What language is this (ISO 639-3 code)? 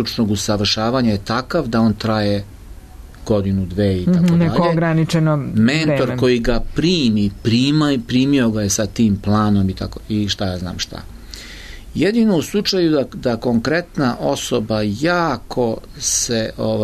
srp